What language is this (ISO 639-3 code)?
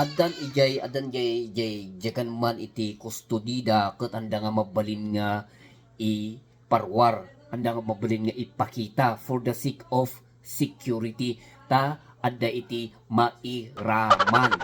ilo